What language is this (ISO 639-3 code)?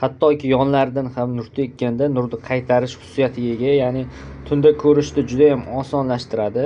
uzb